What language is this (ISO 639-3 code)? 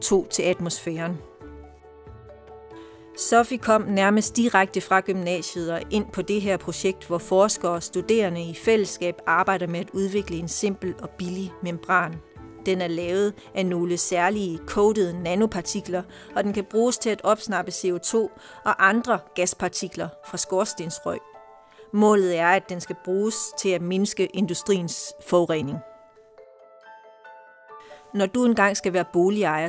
dan